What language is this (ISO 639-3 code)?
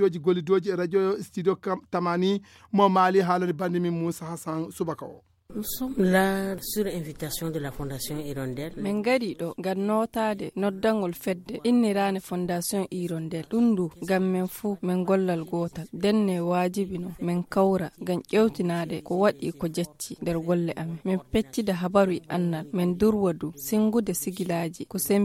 ful